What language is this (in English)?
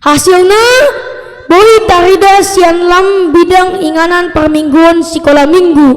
Batak Toba